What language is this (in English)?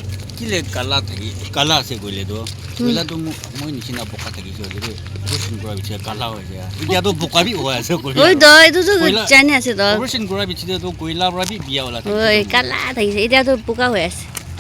Naga Pidgin